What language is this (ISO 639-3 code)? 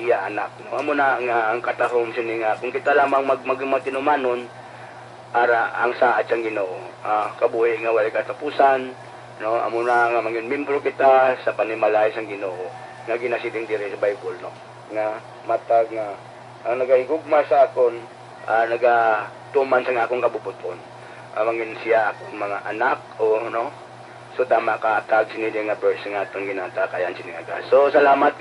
hil